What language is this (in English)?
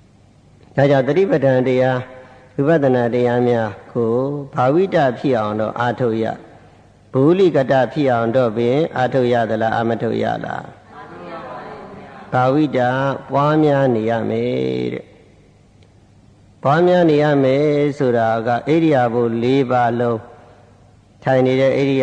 Burmese